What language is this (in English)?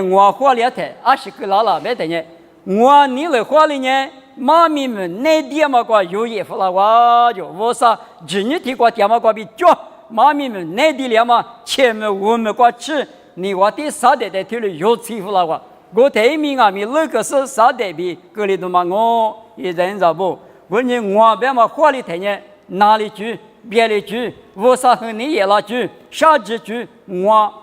Lisu